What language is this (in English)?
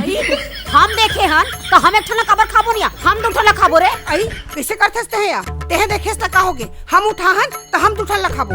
Chhattisgarhi